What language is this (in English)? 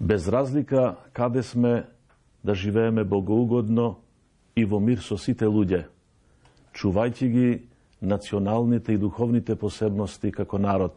Macedonian